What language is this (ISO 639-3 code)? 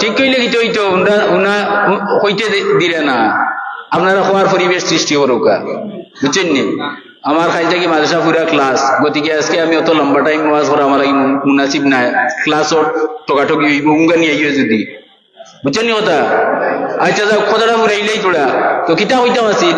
syl